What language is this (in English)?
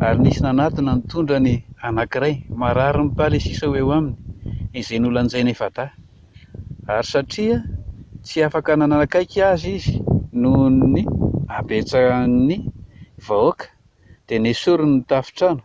Malagasy